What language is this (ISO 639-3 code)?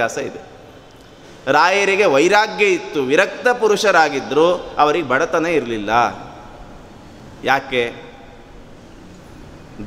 kan